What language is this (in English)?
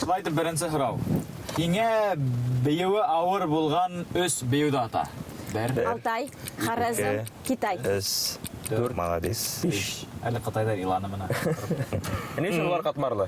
Bashkir